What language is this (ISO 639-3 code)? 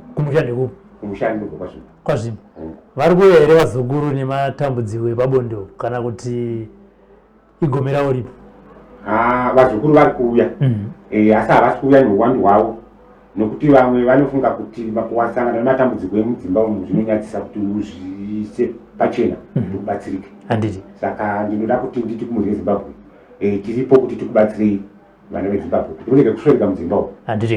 sna